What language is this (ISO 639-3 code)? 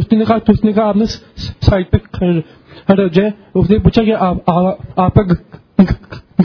urd